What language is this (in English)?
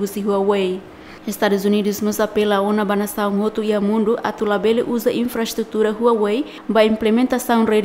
Tetum